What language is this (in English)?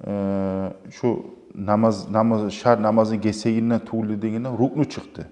Kumyk